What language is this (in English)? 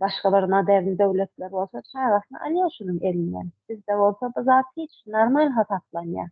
Turkmen